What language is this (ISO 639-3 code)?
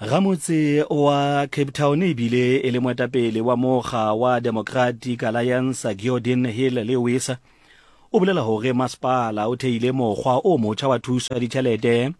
sot